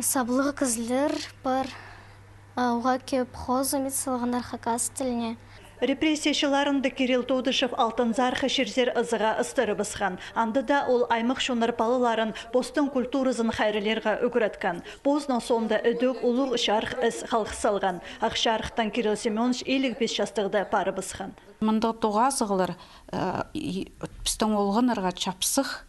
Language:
Khakas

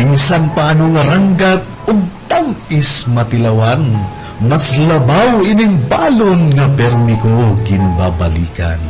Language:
Waray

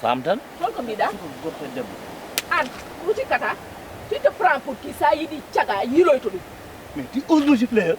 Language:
Fula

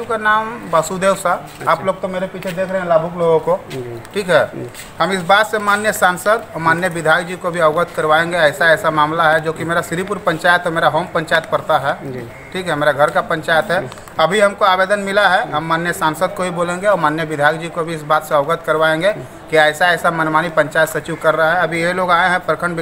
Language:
Santali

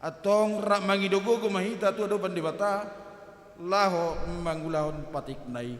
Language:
Batak Toba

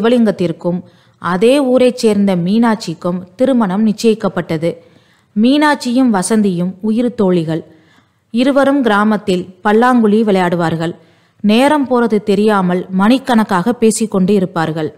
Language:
Tamil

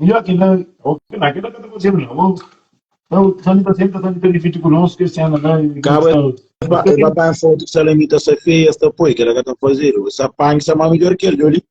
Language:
Kabuverdianu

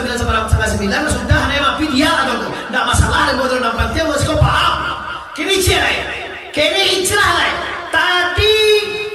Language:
Minangkabau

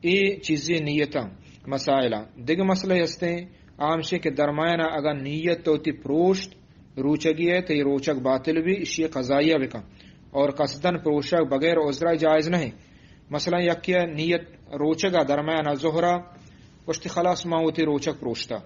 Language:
Eastern Balochi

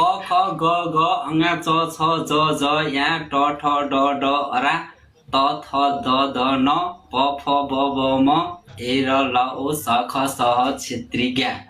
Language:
Nepali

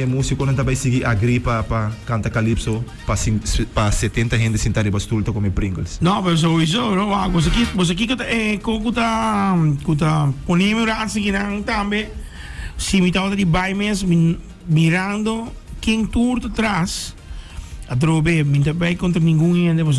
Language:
Papiamento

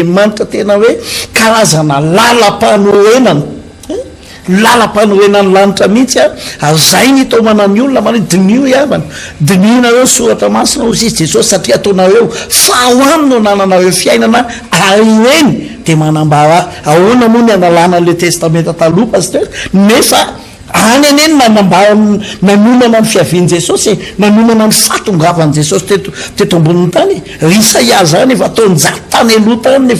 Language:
Malagasy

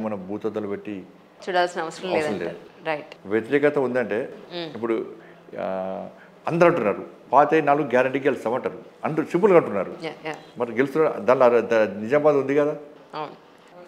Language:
Telugu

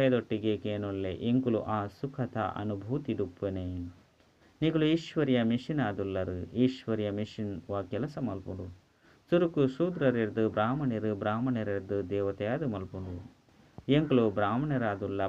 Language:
Tulu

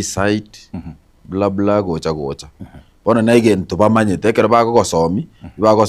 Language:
Gusii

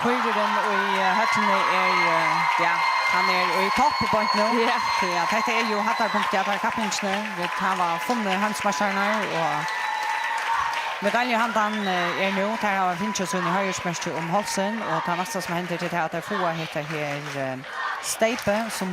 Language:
Faroese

